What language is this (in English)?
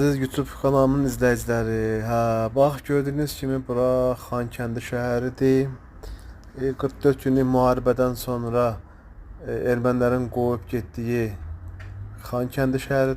Azerbaijani